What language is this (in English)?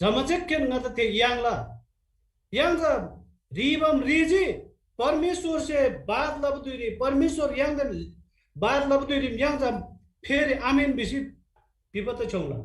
Eastern Tamang